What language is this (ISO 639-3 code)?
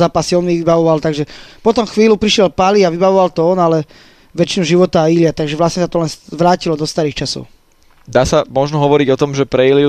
slk